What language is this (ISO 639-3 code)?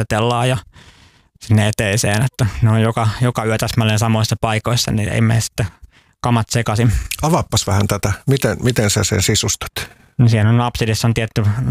fin